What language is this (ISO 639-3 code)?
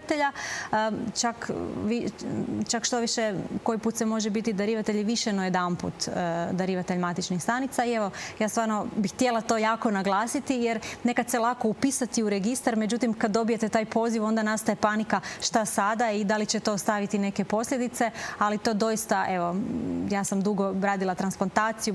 hrv